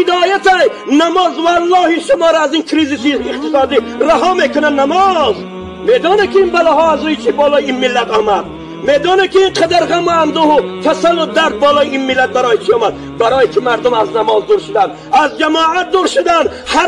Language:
Tajik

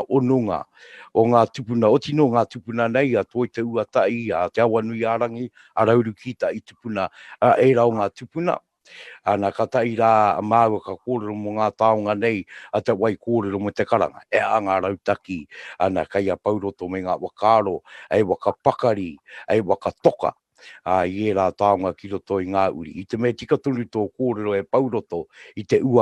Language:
Māori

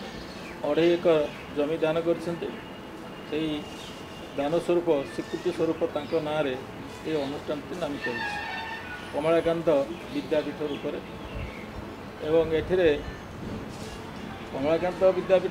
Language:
Odia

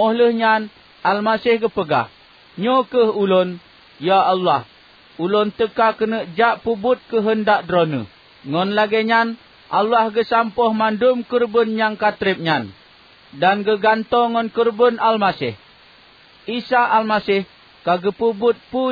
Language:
Achinese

